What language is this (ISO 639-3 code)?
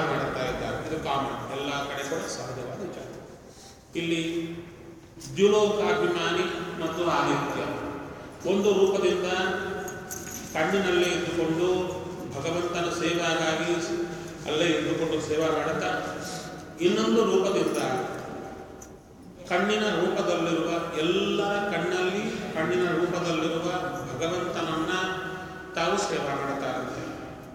kan